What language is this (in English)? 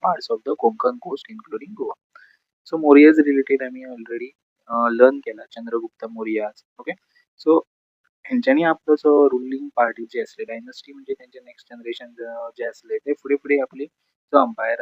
Konkani